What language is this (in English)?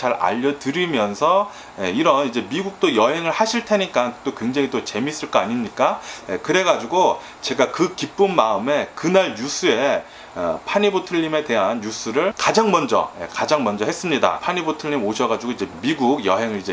Korean